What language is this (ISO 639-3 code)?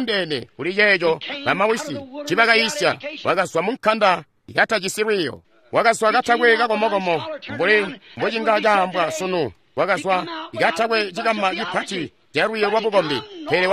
toi